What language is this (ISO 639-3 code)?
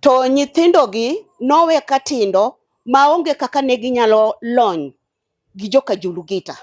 luo